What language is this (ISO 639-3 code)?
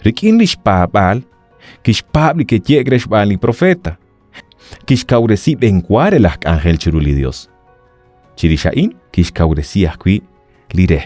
kek